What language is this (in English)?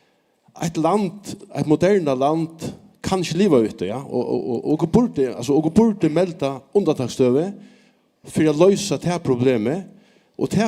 Faroese